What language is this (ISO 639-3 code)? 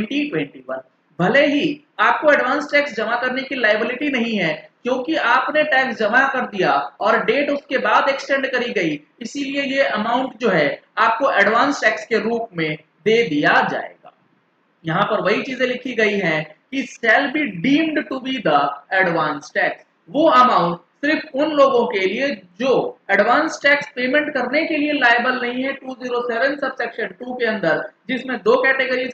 hin